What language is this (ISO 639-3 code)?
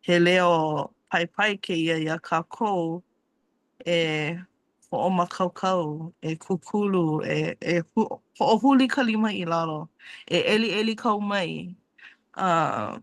haw